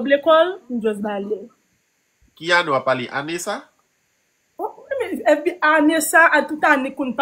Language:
Haitian Creole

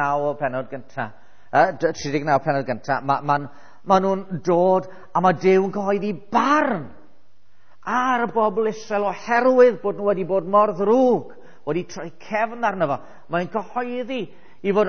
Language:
Welsh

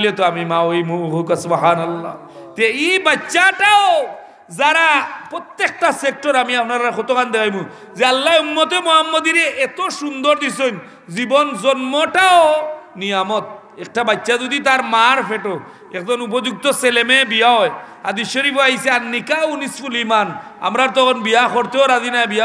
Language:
Sylheti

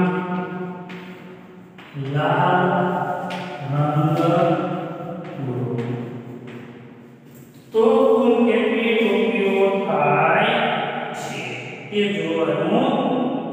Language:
Gujarati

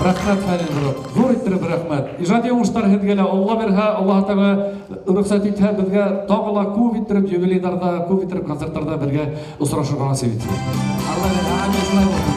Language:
Bashkir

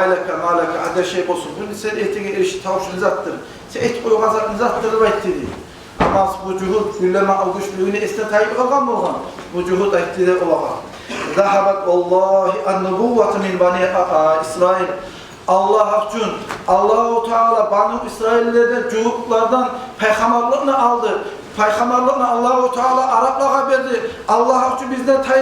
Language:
Kumyk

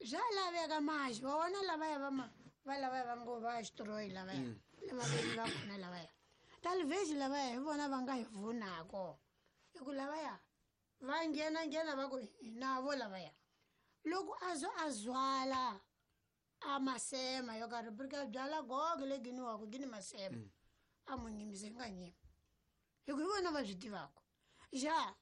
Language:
Tsonga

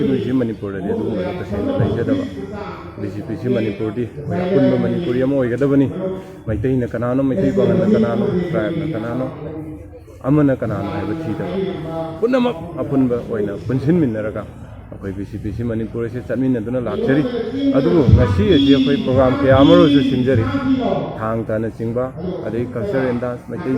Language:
Manipuri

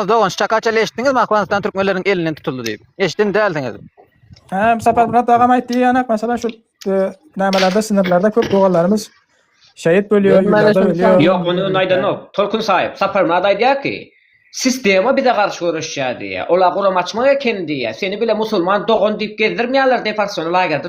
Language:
Turkmen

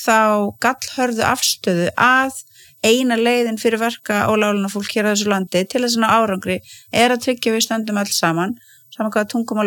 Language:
Icelandic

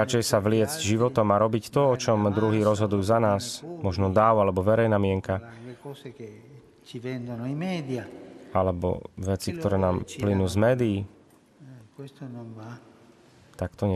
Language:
Slovak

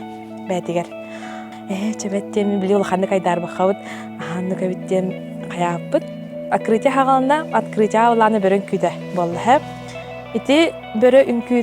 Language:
Yakut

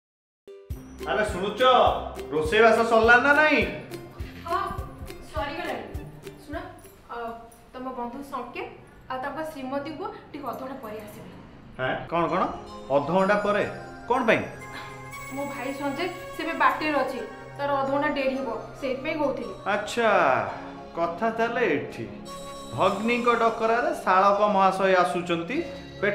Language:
Odia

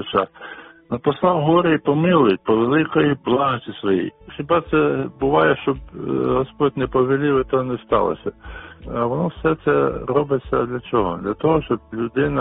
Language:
Ukrainian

